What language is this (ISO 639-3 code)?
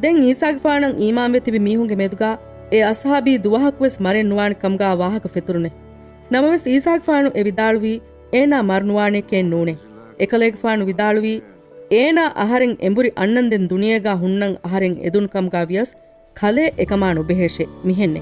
div